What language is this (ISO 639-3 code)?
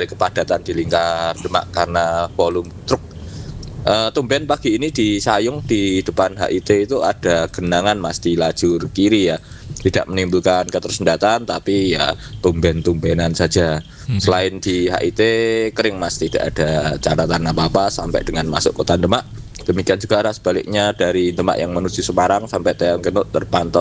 ind